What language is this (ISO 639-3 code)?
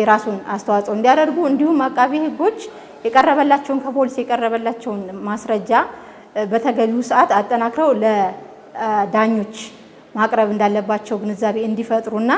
amh